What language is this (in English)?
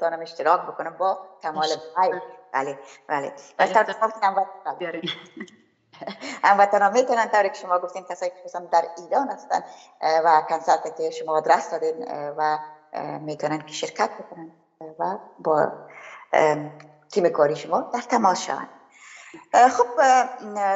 Persian